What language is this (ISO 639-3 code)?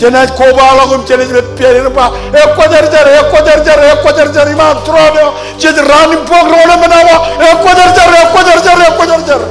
mah